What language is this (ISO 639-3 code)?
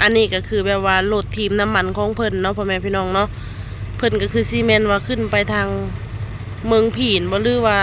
lao